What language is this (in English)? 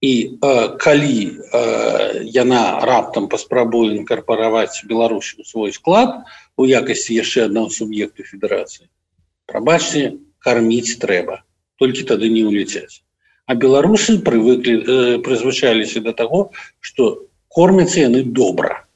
Belarusian